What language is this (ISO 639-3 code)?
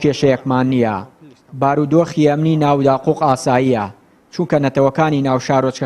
ckb